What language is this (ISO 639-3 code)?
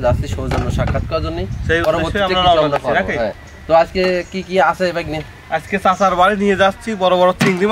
ben